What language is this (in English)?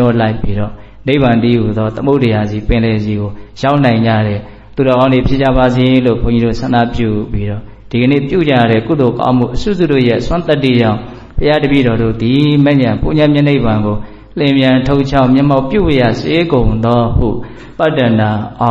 Burmese